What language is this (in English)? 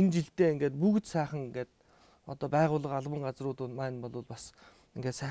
Mongolian